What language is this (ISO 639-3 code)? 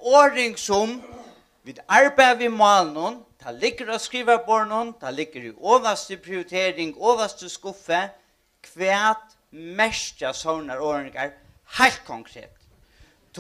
fao